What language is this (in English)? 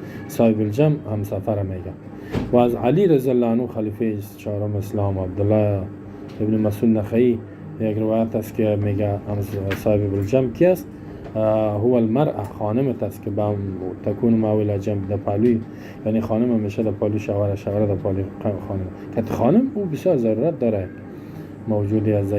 Persian